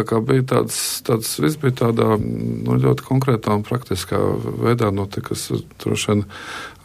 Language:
Latvian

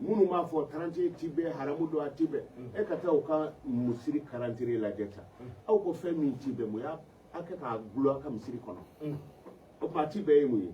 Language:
Bambara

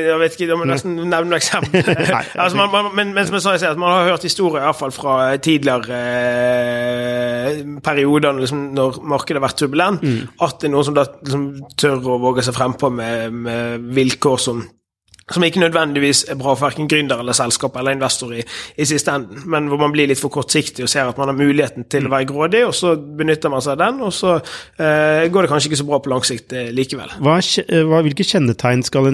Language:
Norwegian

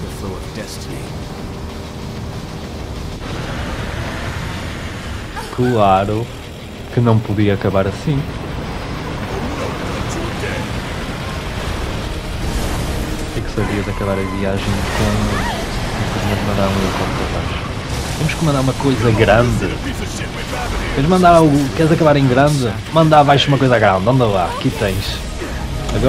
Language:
Portuguese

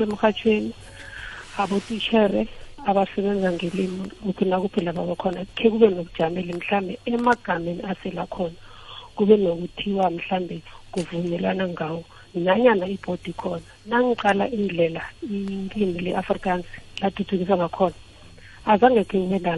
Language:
South Ndebele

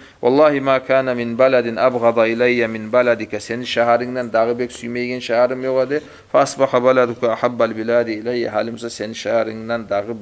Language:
Kumyk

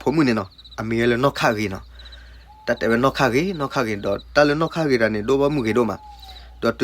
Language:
S'gaw Karen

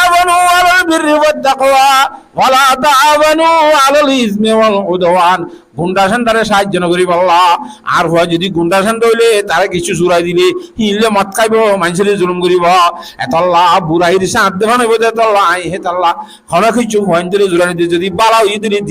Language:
Rohingya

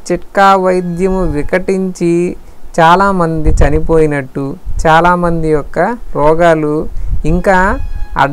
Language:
Telugu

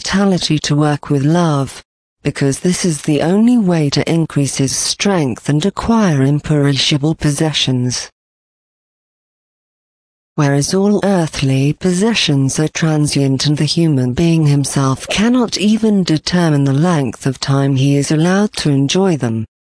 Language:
English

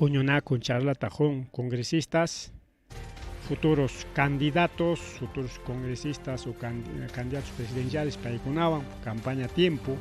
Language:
Ayacucho Quechua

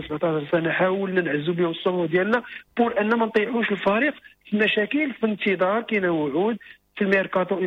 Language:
Moroccan Arabic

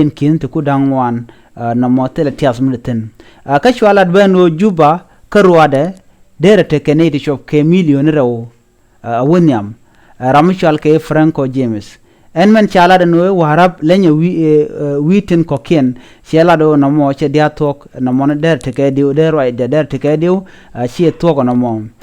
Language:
Nuer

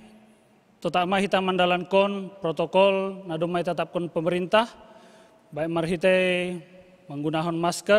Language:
Batak Simalungun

